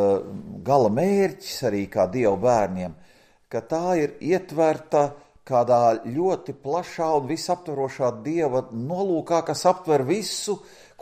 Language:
Latvian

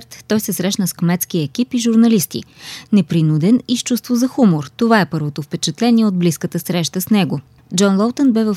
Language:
Bulgarian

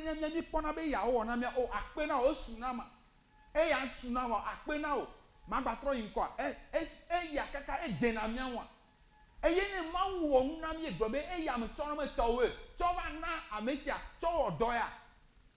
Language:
Ewe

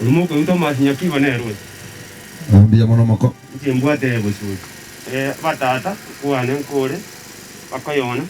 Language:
Gusii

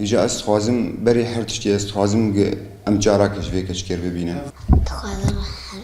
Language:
Kurdish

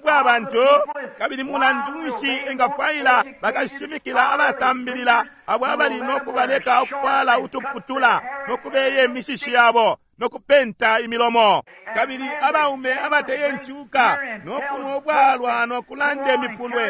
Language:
Bemba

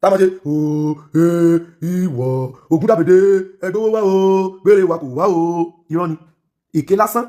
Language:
Yoruba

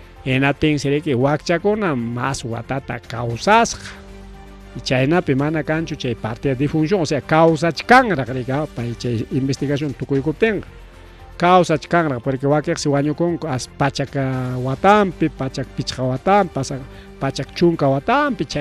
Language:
Ayacucho Quechua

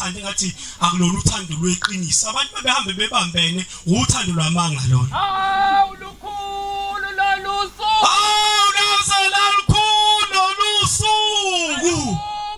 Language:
Zulu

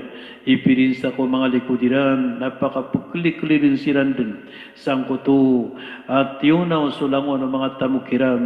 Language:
Maranao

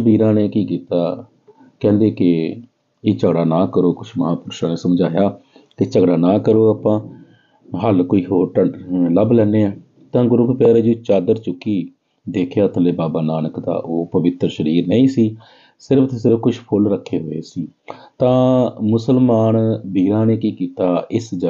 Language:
Punjabi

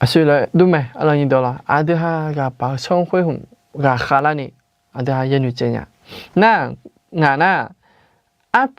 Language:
Akha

